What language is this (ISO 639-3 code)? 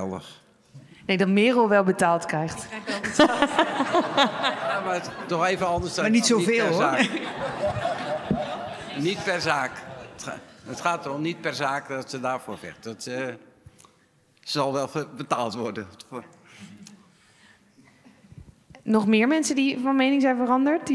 nld